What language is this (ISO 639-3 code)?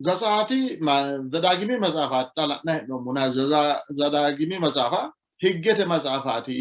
sid